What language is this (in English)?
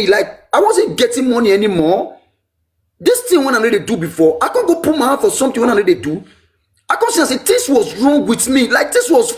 Nigerian Pidgin